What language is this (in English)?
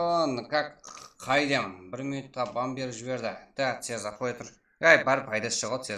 Kara-Kalpak